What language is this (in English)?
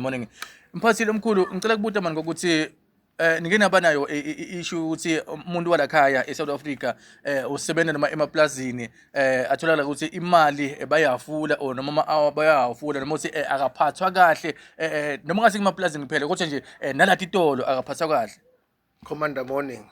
Zulu